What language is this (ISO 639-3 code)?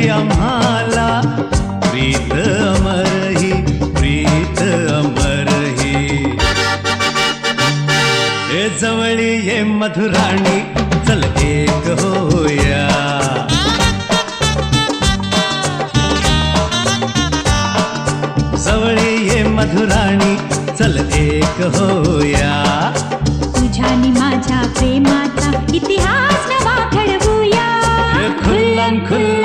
mar